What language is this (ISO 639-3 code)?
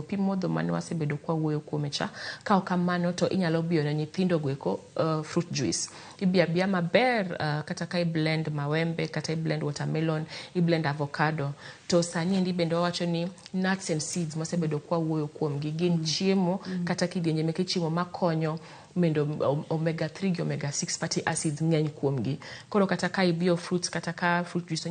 luo